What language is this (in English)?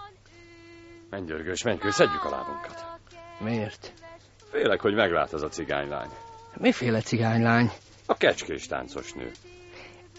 Hungarian